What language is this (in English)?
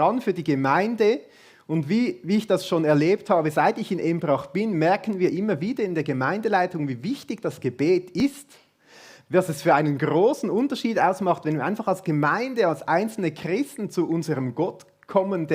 Swiss German